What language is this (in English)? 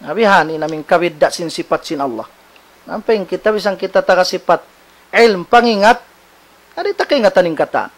Tausug